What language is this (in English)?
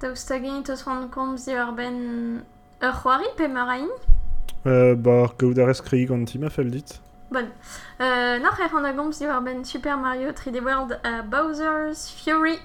Breton